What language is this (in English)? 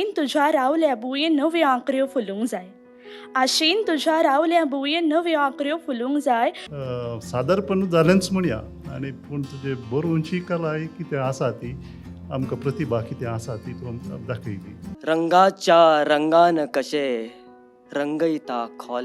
Konkani